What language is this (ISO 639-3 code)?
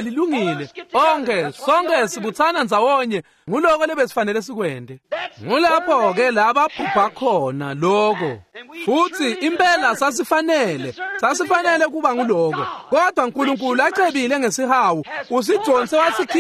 ssw